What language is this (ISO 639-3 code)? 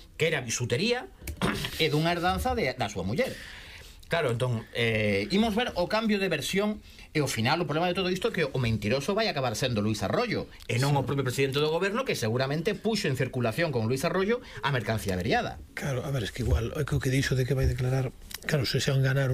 glg